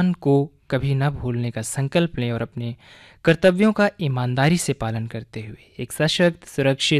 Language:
Hindi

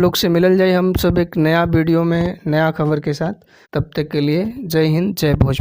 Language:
Bhojpuri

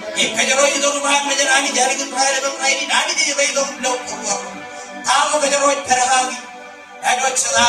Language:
Marshallese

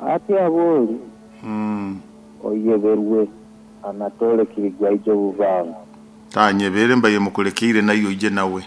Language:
Nyoro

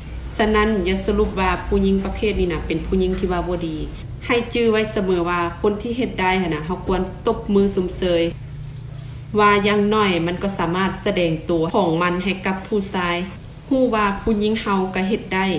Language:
Lao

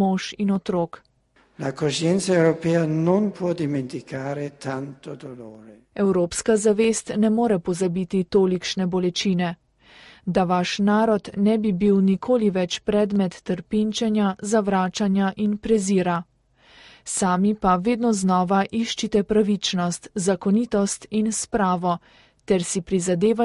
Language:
Slovenian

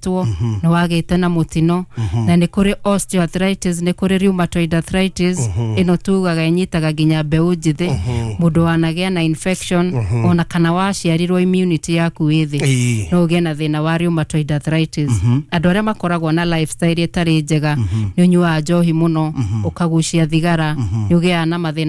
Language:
Kikuyu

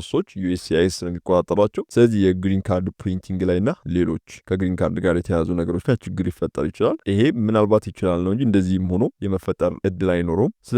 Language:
Amharic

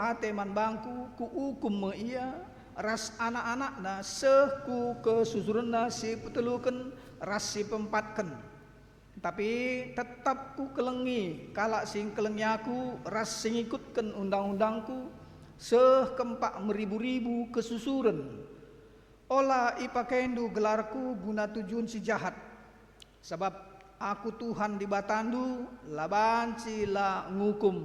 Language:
Batak Karo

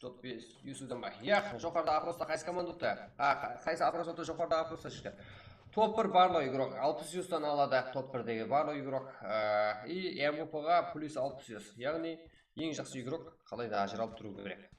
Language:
Kara-Kalpak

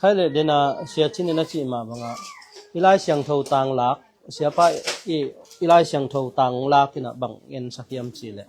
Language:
Tedim Chin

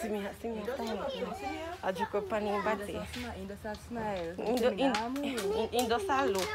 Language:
Jamaican Creole English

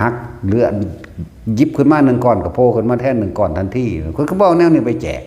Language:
Northeastern Thai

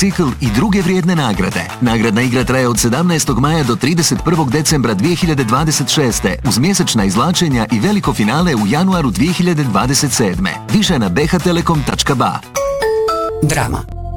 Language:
Bosnian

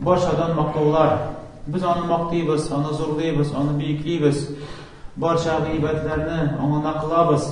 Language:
Tatar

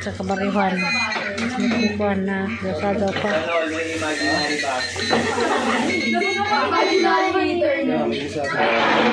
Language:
Filipino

